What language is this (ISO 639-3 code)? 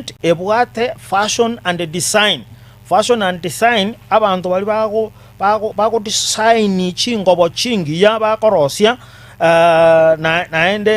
guz